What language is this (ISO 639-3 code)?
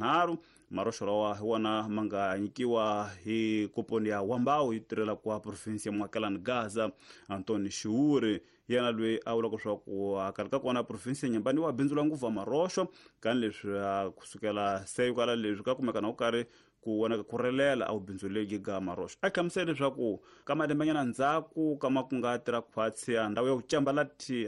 tso